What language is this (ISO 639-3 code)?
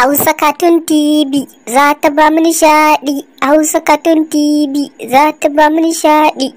hau